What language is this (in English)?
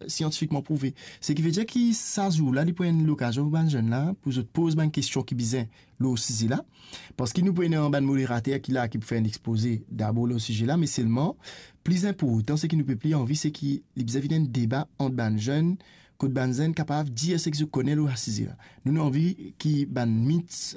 Morisyen